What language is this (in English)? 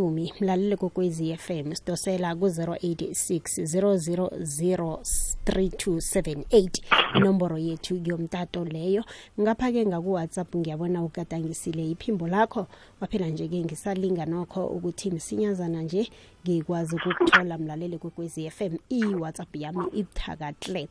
South Ndebele